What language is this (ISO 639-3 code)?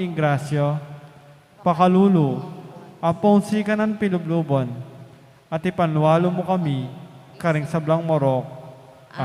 pam